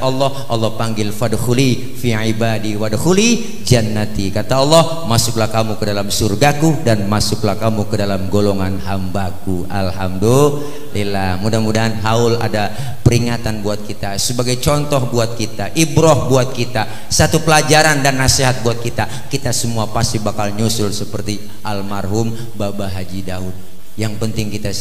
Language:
Betawi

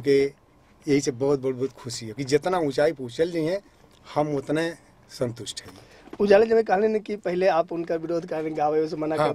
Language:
Bhojpuri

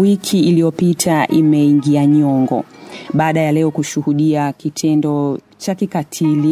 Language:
Swahili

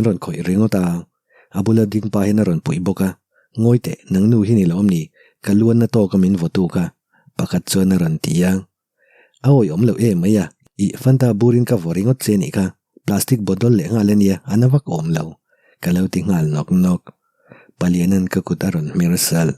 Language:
Mizo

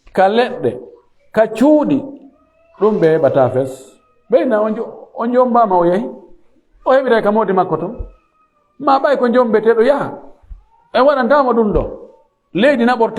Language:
Fula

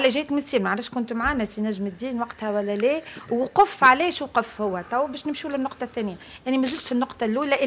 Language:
Tunisian Arabic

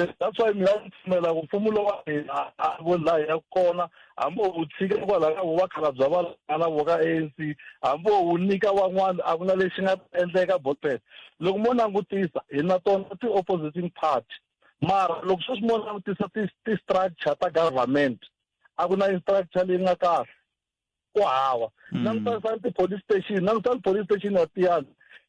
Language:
Tsonga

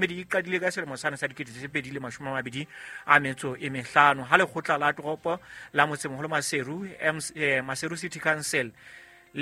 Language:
Southern Sotho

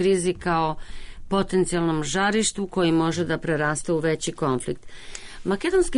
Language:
Serbian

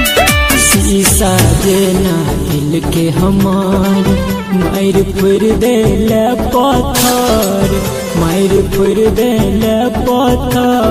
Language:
Bhojpuri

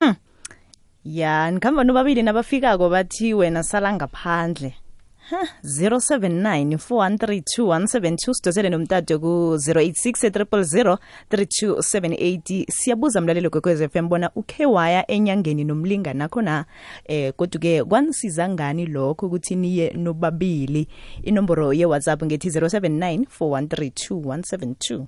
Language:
South Ndebele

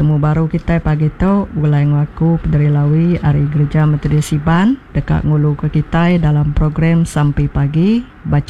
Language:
Iban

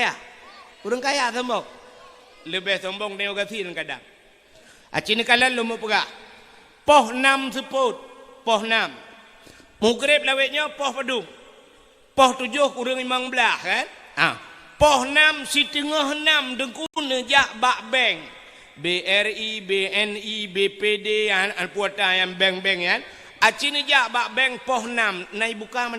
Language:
Achinese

